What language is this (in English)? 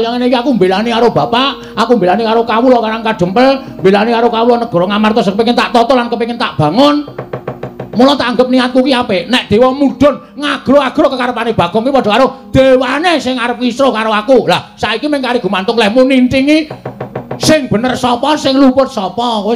Javanese